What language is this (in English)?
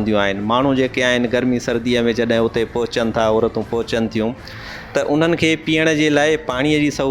Sindhi